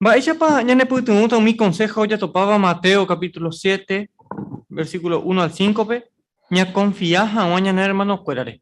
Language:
Guarani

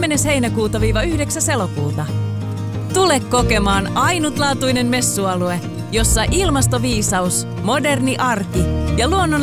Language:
Finnish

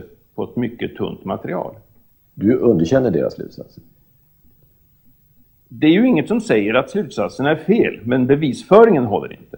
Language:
Swedish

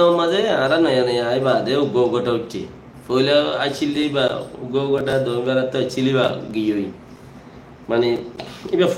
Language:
Rohingya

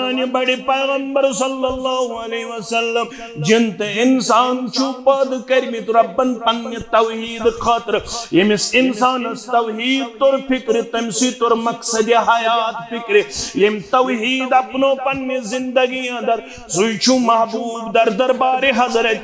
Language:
Kashmiri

